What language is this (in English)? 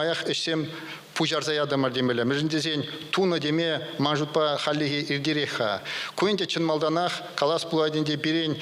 Chuvash